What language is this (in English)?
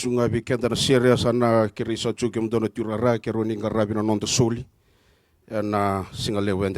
Fijian